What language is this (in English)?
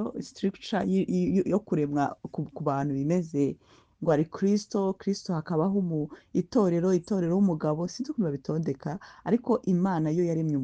Kinyarwanda